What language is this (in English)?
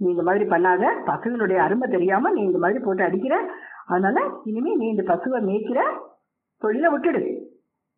Tamil